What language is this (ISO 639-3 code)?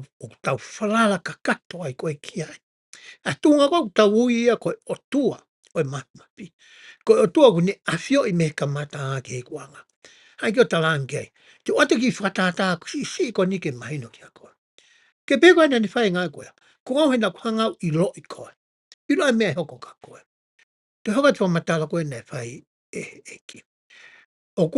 ton